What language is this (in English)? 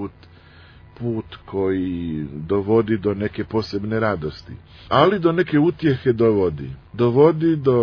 Croatian